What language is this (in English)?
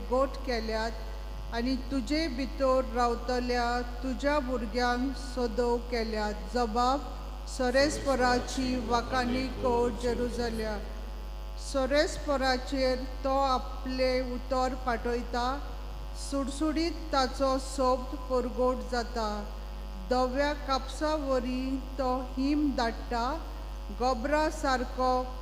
Konkani